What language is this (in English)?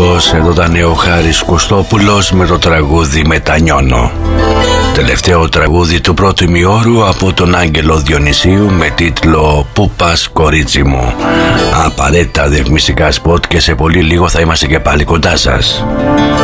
Greek